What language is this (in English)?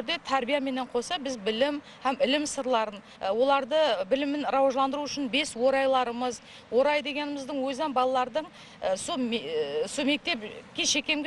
Kara-Kalpak